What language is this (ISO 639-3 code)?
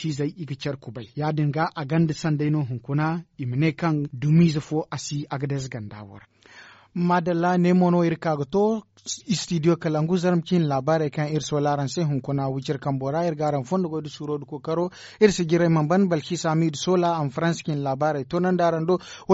dje